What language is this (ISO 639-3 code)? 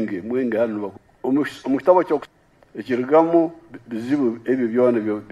nyn